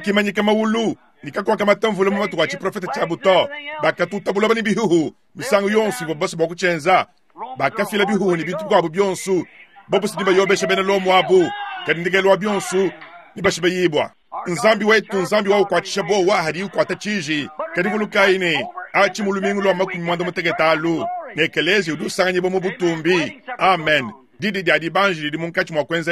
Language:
Luba-Lulua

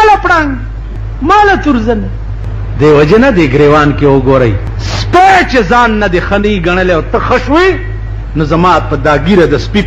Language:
Pashto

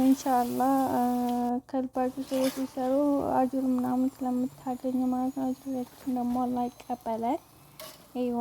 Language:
Amharic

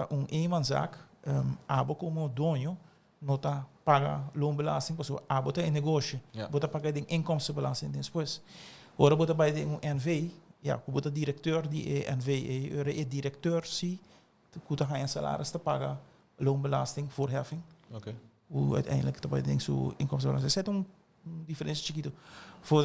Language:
Papiamento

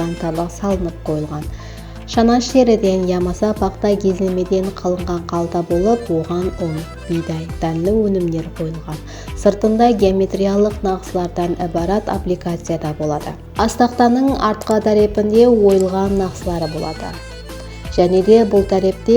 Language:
Kara-Kalpak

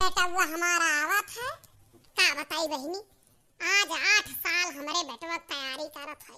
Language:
Awadhi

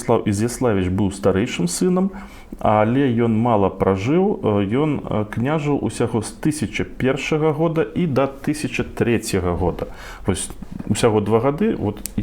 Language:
Belarusian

